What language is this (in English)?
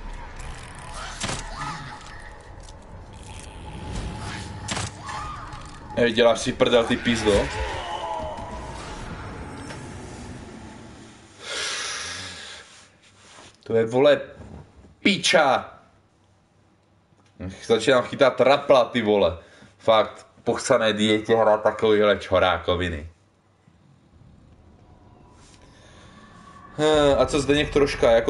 Czech